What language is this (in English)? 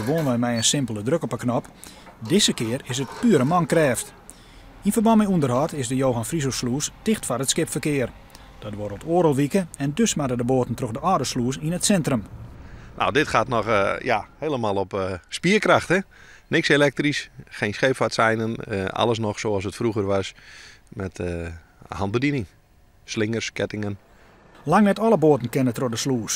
Western Frisian